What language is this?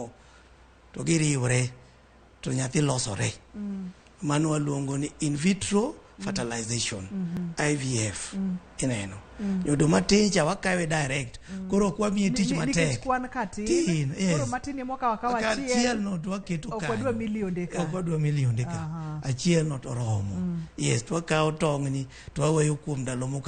Luo (Kenya and Tanzania)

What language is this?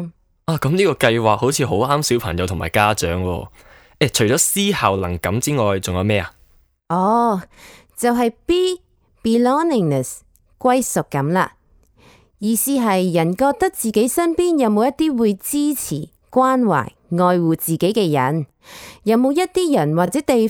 Cantonese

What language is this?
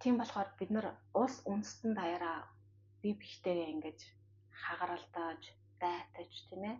Mongolian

